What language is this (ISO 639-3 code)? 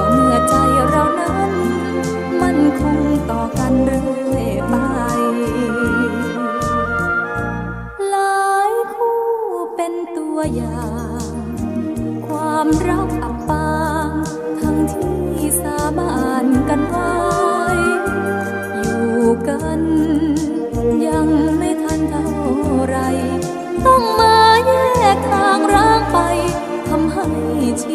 tha